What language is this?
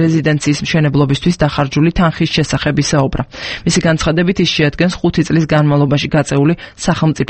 Georgian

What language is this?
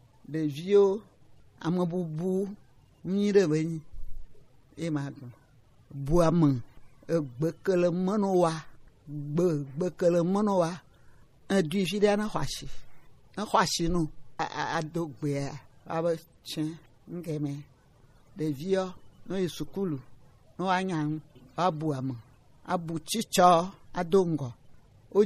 Gen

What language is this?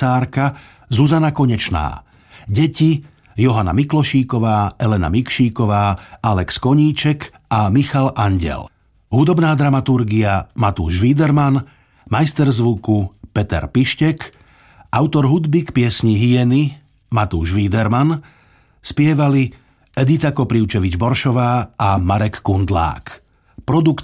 Slovak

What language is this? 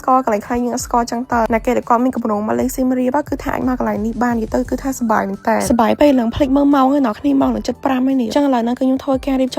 Khmer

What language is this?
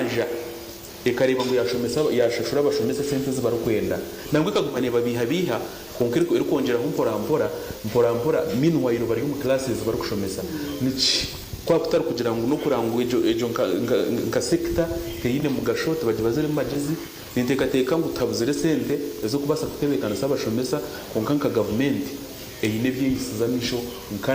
Nyankole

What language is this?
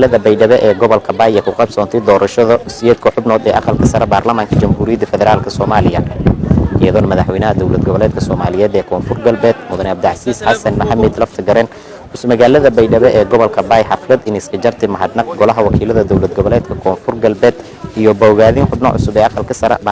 Somali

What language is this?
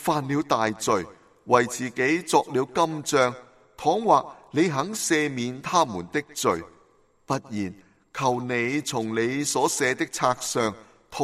Cantonese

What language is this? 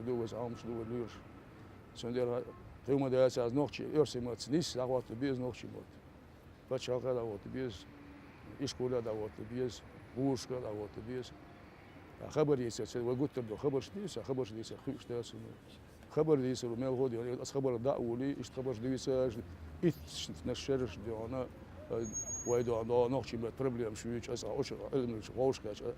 Chechen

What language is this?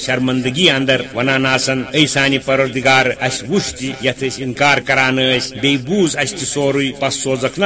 Kashmiri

